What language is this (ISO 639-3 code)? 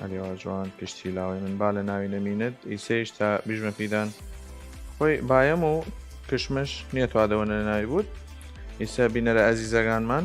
sdh